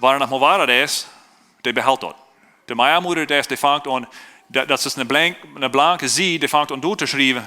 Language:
Plautdietsch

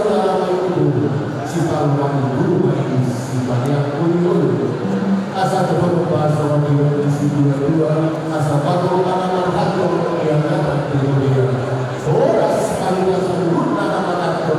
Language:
Batak Toba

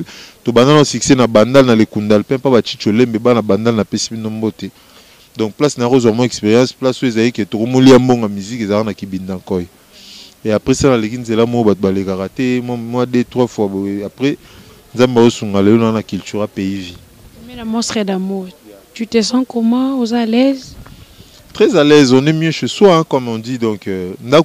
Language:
Lingala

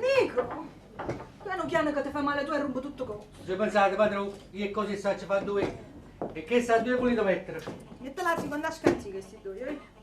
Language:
Neapolitan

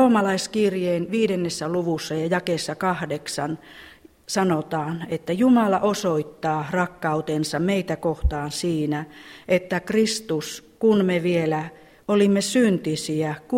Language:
Finnish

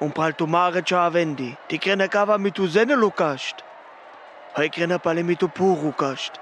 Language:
Sinte Romani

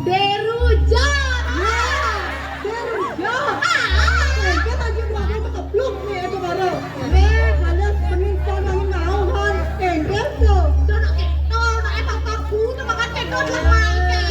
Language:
Balinese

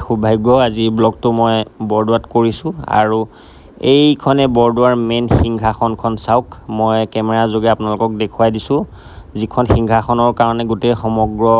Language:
Assamese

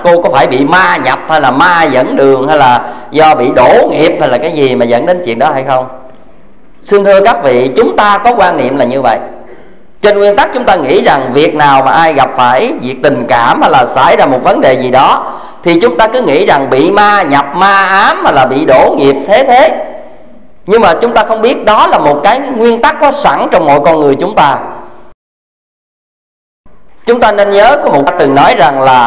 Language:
Vietnamese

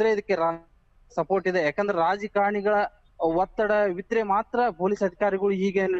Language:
Kannada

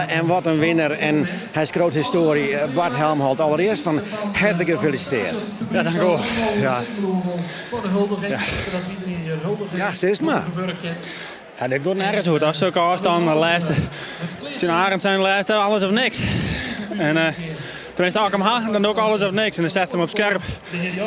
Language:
Western Frisian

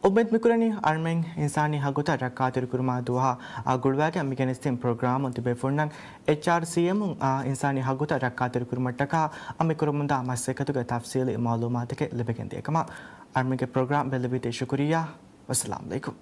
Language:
Divehi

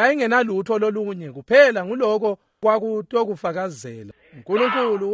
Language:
Swati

